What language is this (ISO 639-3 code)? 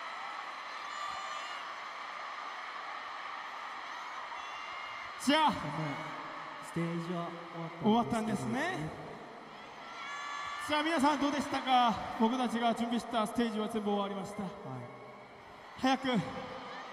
jpn